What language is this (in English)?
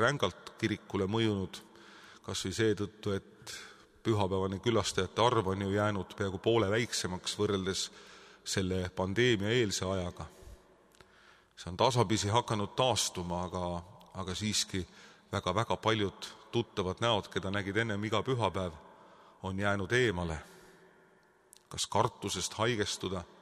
Estonian